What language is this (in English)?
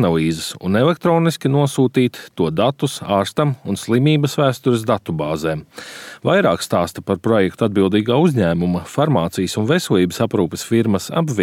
Latvian